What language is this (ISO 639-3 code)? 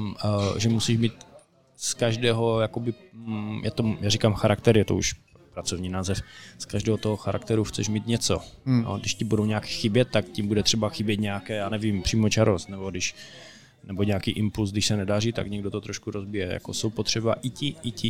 ces